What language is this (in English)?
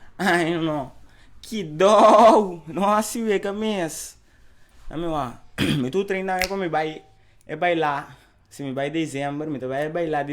Papiamento